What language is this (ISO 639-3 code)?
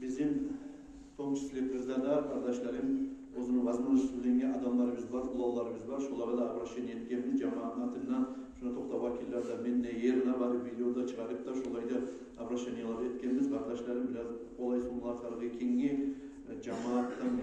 kum